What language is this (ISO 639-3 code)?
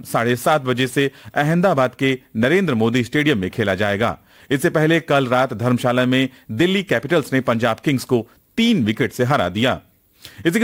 hin